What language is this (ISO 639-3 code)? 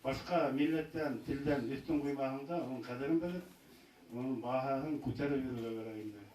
bak